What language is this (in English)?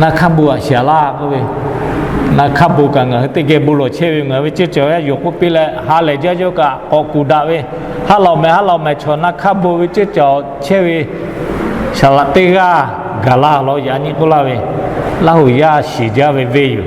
Lahu